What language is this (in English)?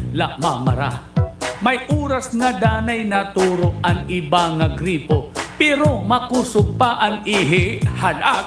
Waray